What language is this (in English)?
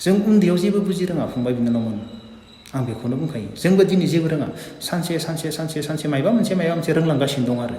Bodo